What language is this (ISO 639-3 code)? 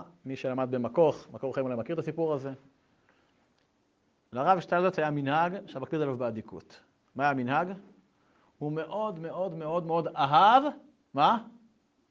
heb